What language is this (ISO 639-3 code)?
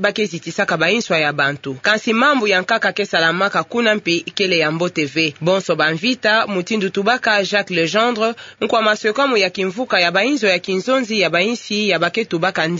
ktu